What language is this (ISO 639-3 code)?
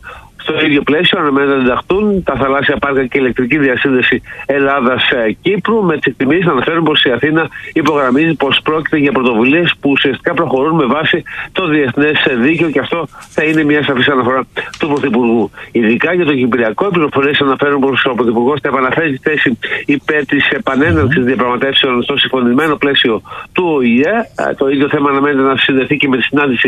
ell